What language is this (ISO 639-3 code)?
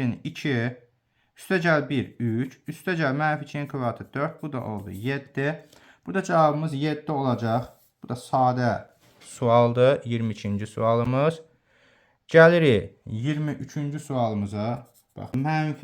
aze